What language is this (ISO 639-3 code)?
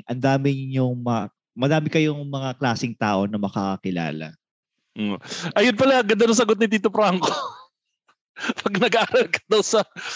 fil